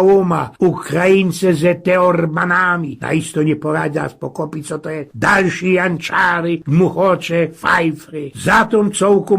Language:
Silesian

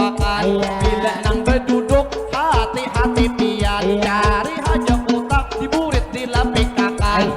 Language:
Banjar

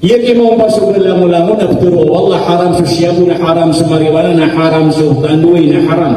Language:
Maranao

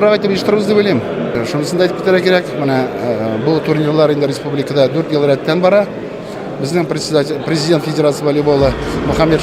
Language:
Tatar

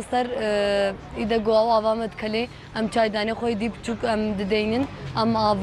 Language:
Kurdish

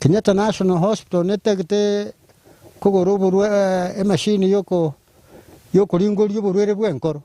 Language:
Gusii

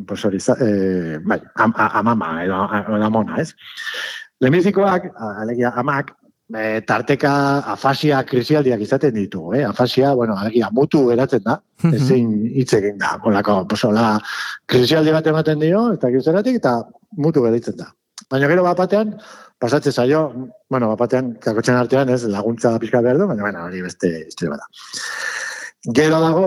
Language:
Basque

